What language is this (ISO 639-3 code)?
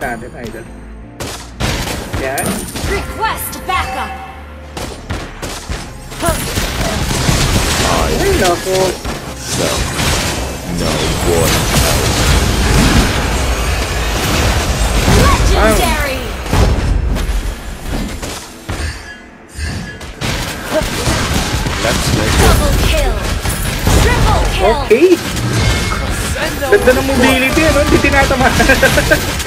fil